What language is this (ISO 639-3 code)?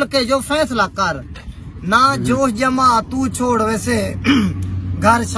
skr